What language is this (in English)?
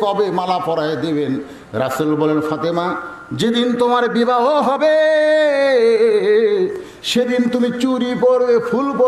Bangla